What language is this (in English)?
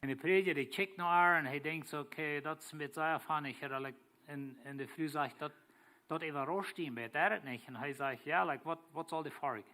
Plautdietsch